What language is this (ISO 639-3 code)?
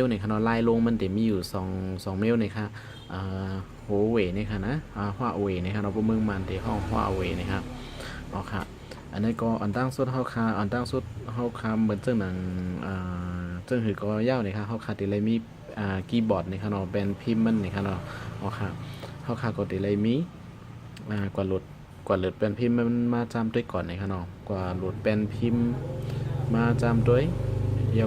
shn